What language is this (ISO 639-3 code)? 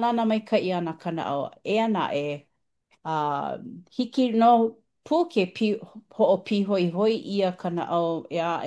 haw